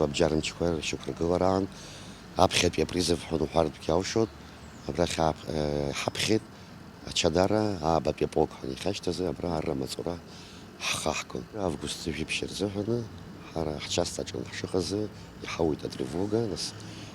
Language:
Abkhazian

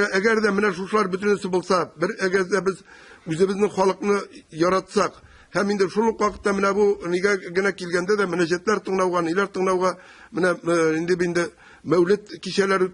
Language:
Tatar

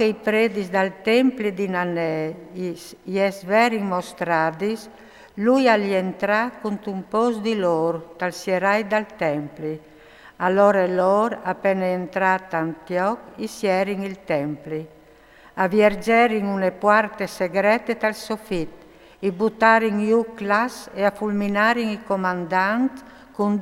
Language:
Friulian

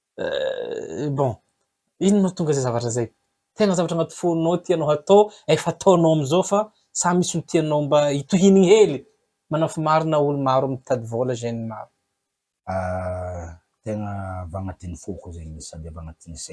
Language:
Malagasy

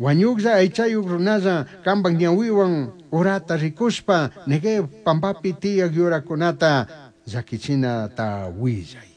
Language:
Chimborazo Highland Quichua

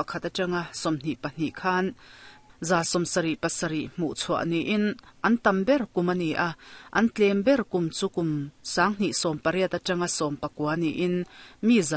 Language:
Mizo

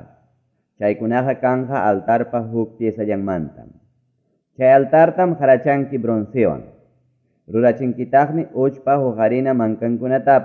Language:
Quechua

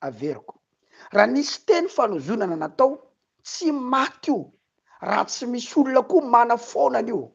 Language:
Malagasy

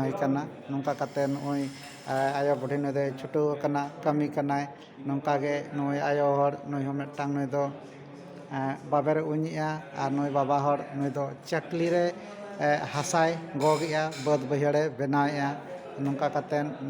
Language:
Santali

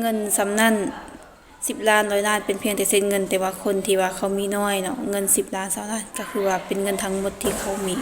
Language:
Lao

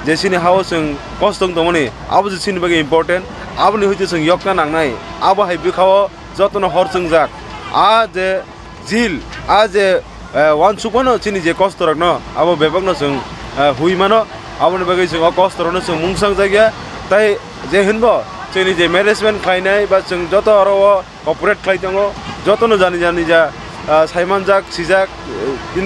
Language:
Kok Borok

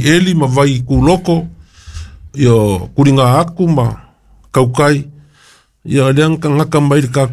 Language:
Samoan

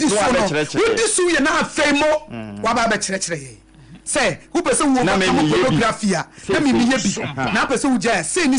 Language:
Akan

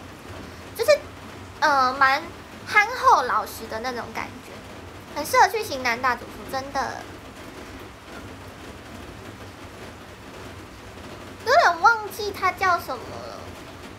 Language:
Chinese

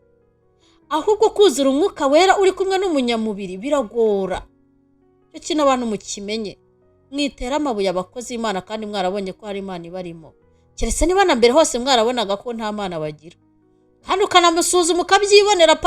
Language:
Kinyarwanda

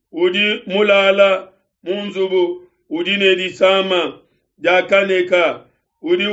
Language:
Luba-Lulua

